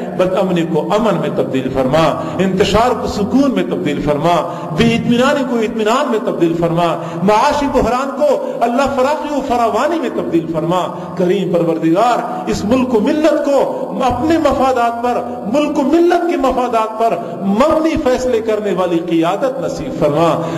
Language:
Urdu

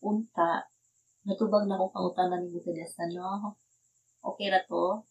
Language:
Cebuano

